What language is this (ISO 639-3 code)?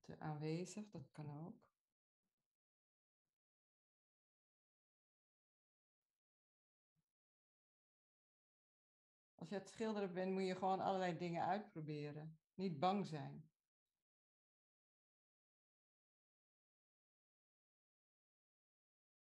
nld